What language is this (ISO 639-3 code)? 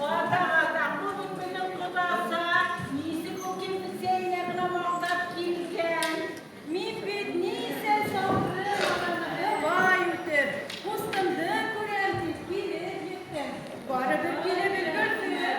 bak